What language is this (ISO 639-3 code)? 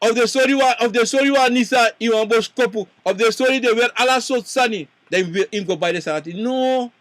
srn